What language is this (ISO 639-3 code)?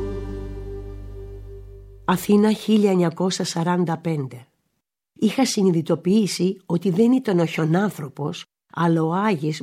ell